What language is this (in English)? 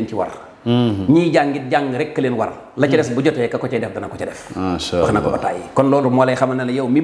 Wolof